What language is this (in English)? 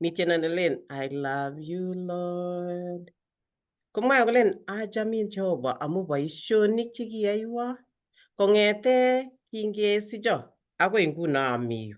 Kalenjin